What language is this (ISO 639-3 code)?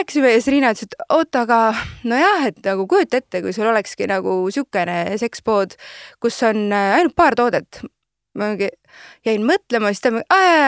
est